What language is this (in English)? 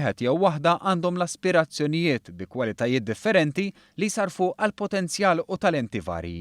Maltese